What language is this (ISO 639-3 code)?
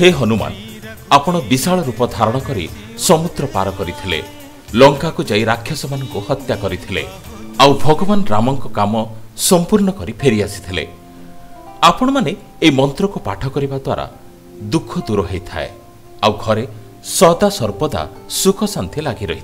ori